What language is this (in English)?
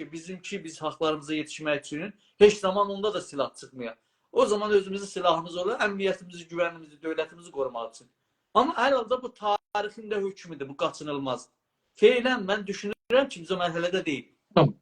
South Azerbaijani